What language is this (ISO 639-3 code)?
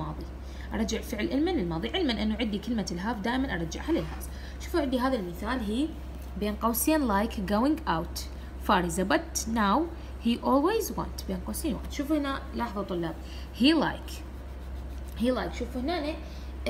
acm